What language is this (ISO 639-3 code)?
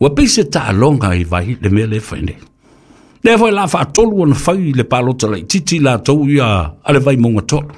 smo